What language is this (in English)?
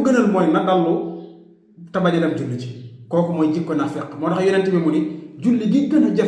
Wolof